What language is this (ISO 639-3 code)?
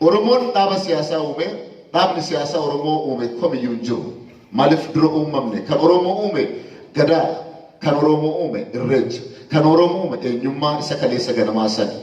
orm